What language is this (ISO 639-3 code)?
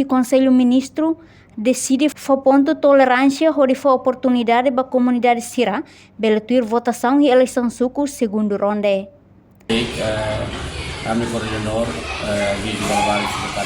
tet